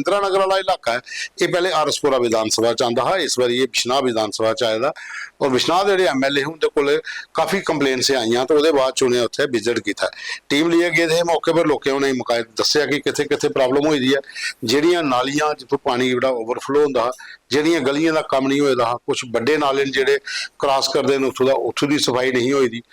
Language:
Dogri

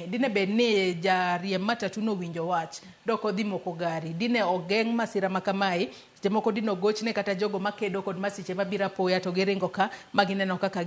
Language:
Luo (Kenya and Tanzania)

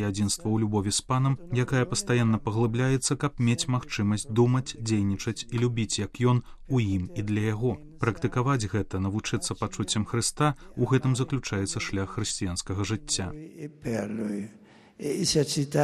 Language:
Belarusian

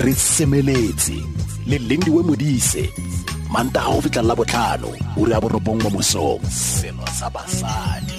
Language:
Tswana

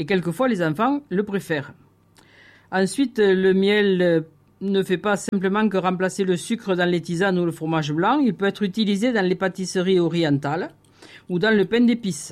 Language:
French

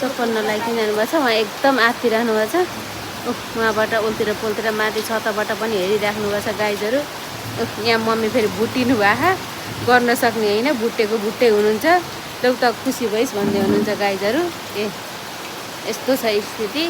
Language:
Nepali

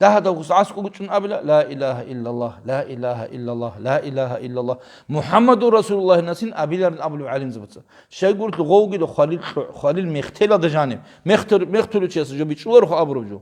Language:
Avaric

